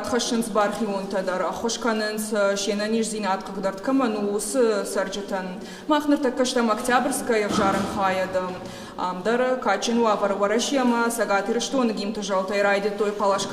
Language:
Ossetic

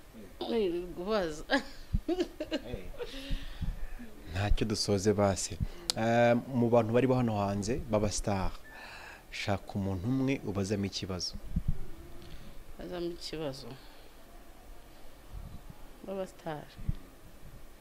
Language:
Kinyarwanda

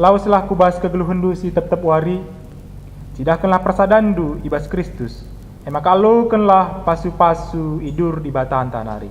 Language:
Batak Karo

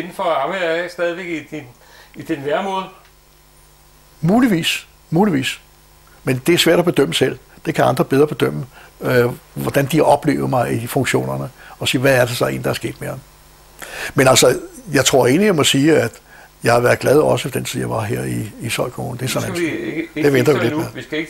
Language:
Danish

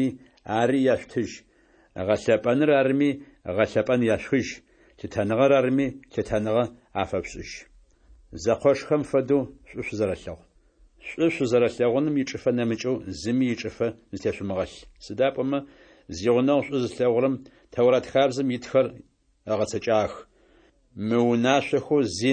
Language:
Adyghe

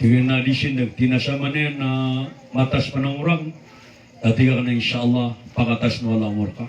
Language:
Maranao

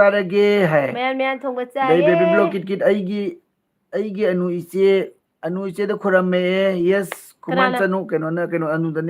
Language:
Manipuri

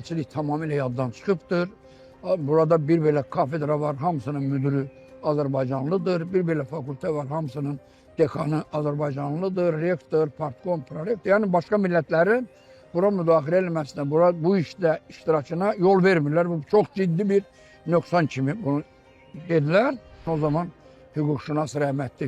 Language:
Azerbaijani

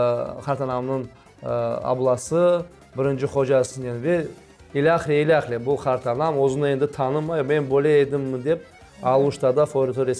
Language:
Crimean Tatar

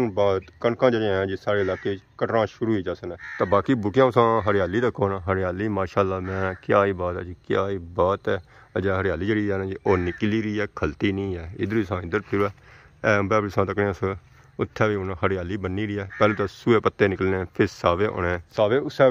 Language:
Pahari-Potwari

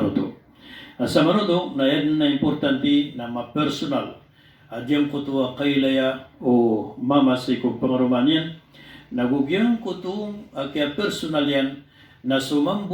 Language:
Maranao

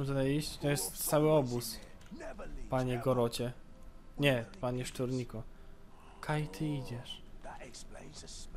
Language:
Polish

